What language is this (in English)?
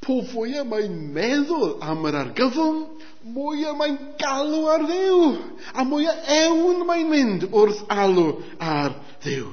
Welsh